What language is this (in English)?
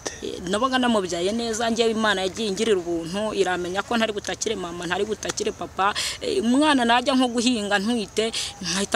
Kinyarwanda